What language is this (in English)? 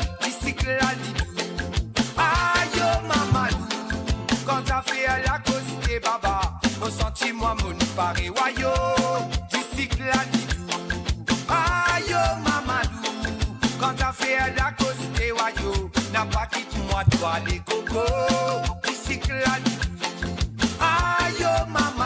Morisyen